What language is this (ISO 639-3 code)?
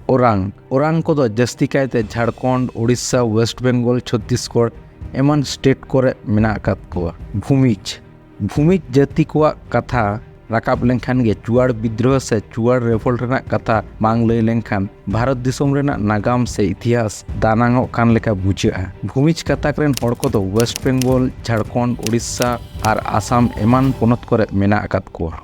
sat